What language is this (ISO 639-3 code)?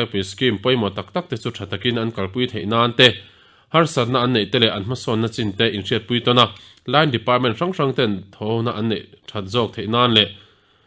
lus